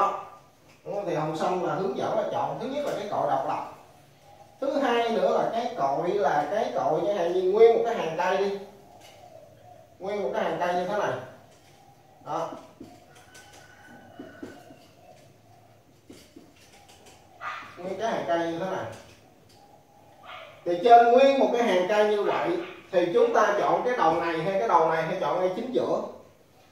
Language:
Vietnamese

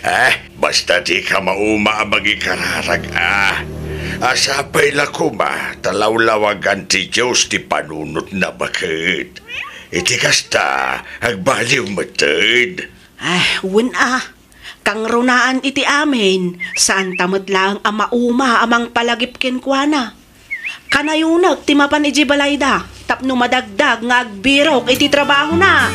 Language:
Iloko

